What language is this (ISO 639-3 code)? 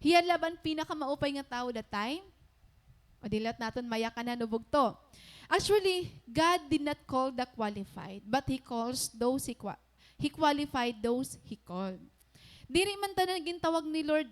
war